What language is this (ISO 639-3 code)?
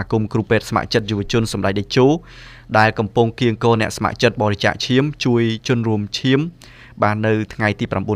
khm